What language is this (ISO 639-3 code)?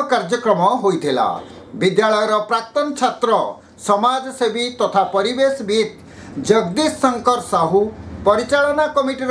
ori